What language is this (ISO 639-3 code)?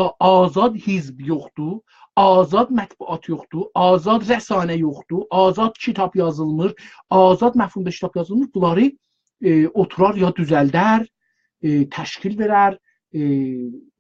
azb